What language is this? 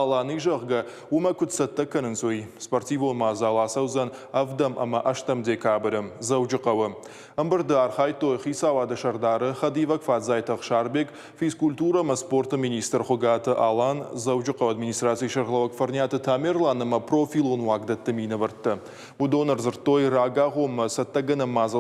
Ossetic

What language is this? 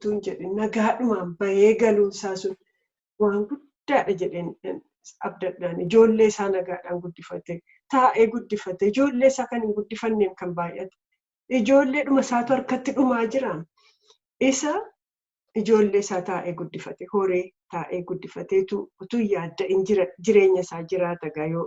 Oromo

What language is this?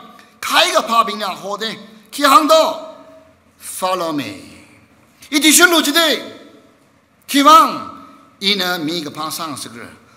Tangkhul Naga (India)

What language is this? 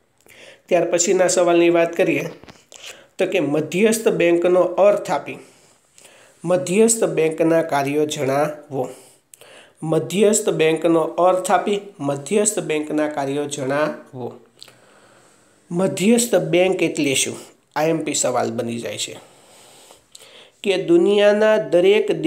Gujarati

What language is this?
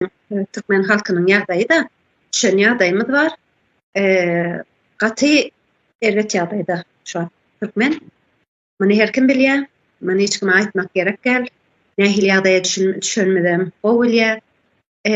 Turkmen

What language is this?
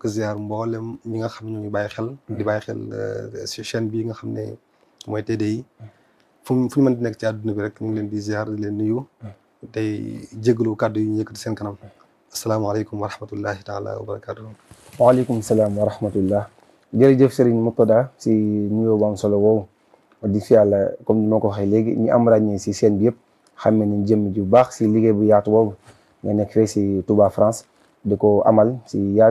Wolof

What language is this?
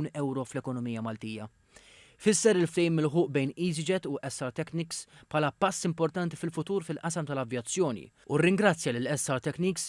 Maltese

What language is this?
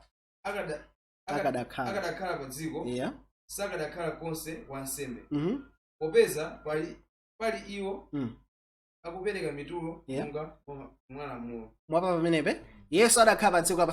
Nyanja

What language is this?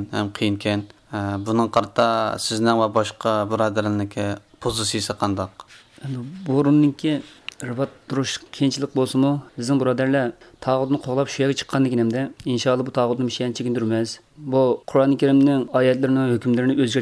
Uyghur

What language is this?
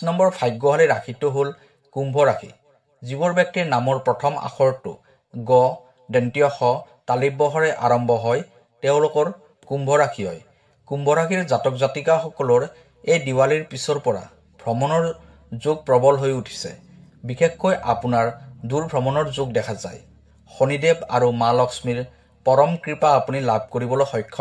Assamese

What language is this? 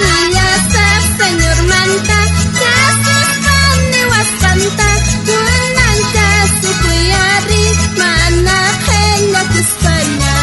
South Bolivian Quechua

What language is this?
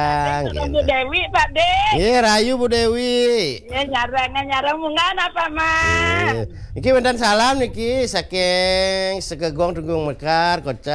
Balinese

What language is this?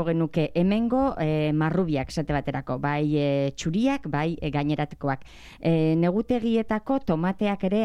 Basque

